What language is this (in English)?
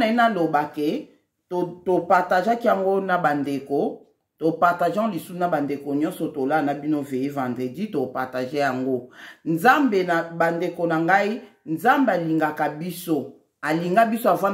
Lingala